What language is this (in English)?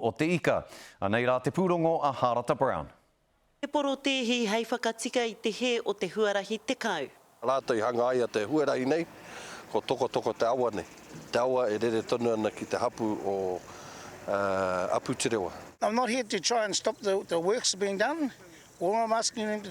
Māori